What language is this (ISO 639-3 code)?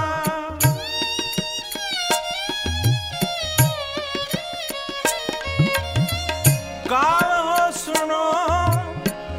hin